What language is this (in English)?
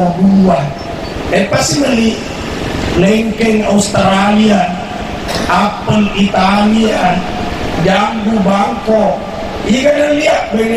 Buginese